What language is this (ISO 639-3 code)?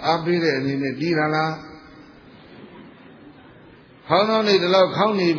mya